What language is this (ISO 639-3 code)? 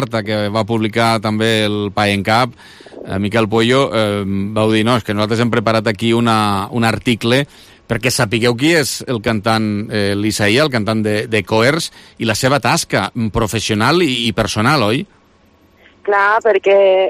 cat